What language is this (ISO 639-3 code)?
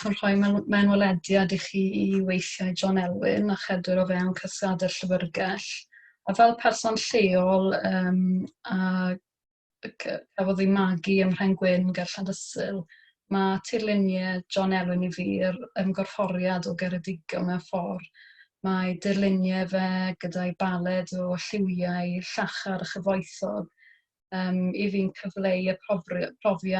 cym